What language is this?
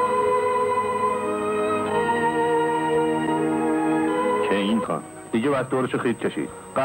Persian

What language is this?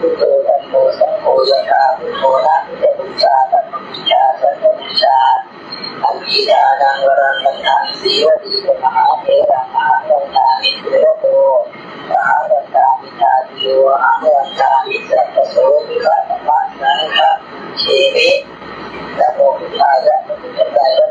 Pali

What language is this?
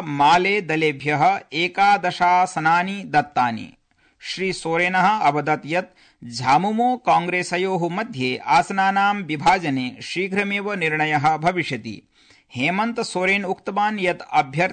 Sanskrit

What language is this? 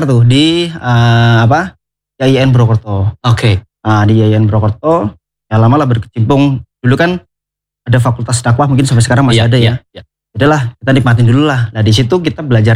Indonesian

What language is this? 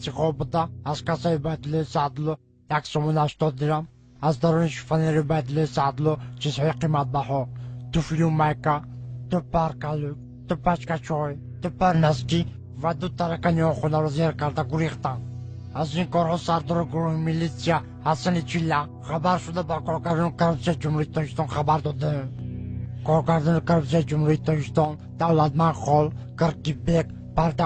Tajik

